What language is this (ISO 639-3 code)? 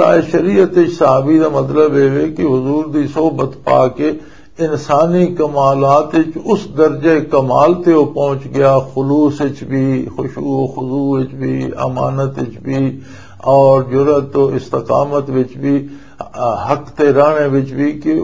lah